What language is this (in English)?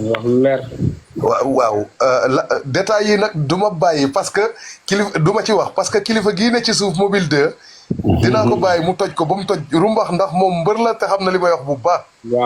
Wolof